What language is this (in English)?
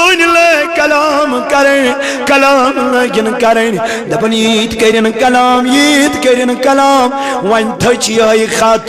Kashmiri